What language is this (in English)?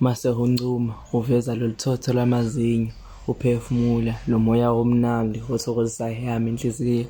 Zulu